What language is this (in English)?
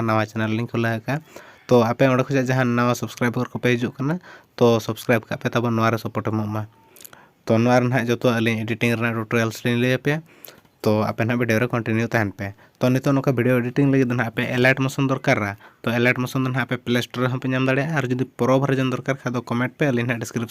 Santali